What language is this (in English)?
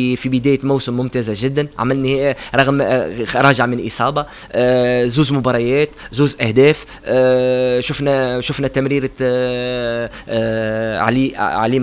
Tunisian Arabic